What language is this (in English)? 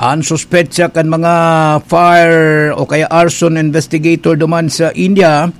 Bikol